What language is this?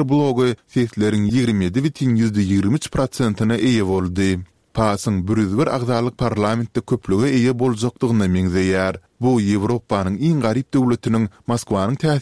Turkmen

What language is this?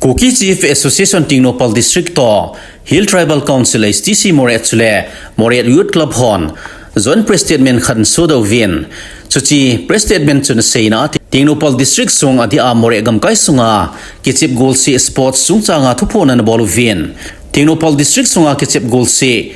Thado Chin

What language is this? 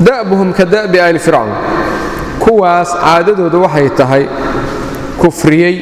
Somali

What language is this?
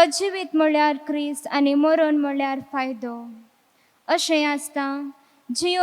Konkani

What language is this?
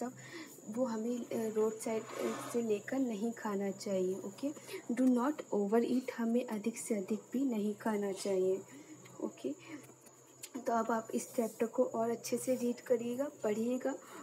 Hindi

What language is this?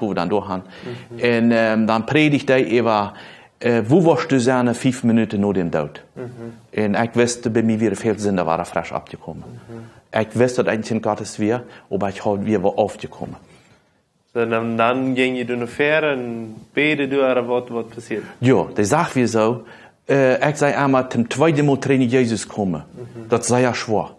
Plautdietsch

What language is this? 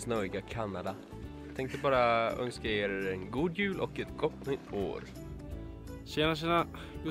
Swedish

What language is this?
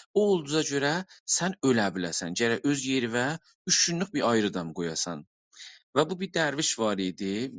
South Azerbaijani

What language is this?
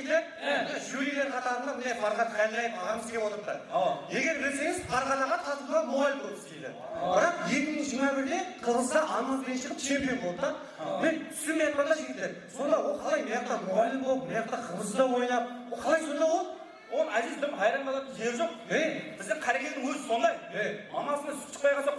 Kara-Kalpak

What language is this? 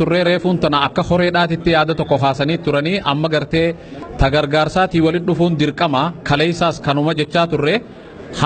Oromo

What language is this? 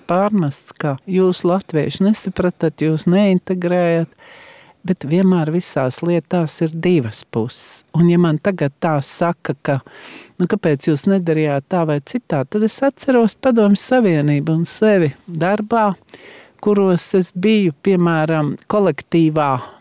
Latvian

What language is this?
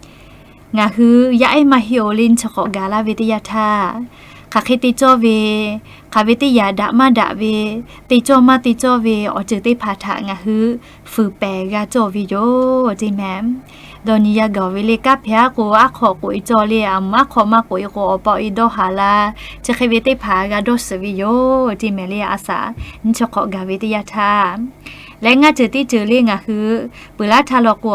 Lahu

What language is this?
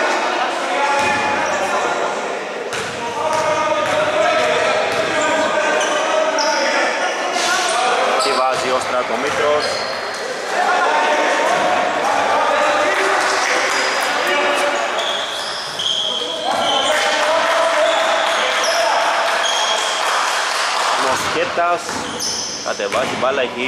Greek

